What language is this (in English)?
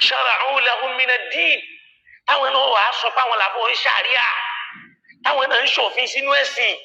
Yoruba